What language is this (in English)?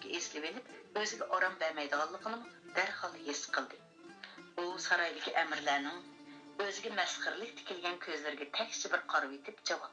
Uyghur